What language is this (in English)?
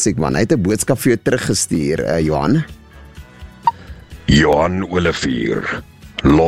Afrikaans